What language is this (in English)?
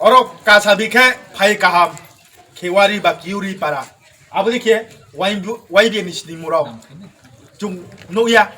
Riang (India)